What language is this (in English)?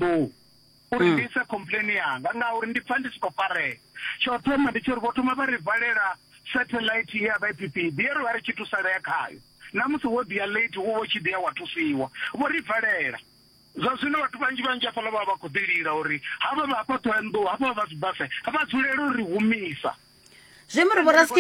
Venda